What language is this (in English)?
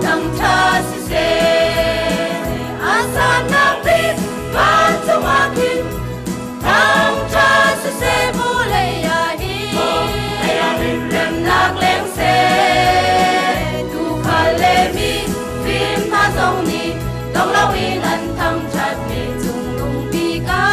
Hakha Chin